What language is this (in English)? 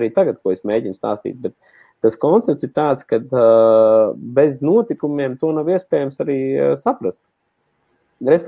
Latvian